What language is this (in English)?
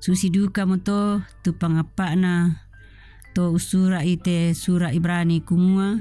Toraja-Sa'dan